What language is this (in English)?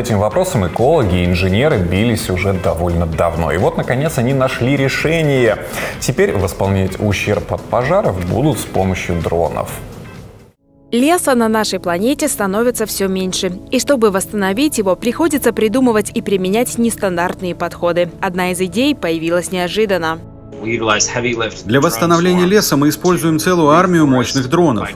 Russian